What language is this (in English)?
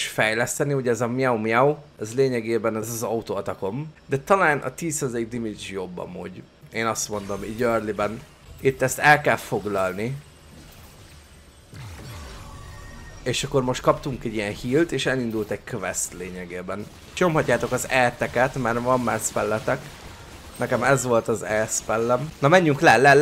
Hungarian